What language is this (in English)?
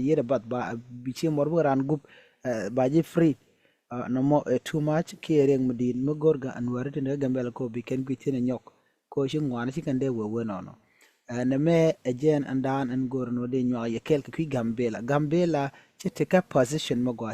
Nuer